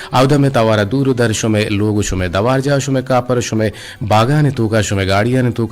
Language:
Eastern Balochi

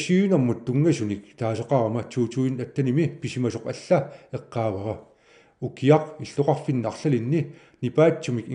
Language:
Kalaallisut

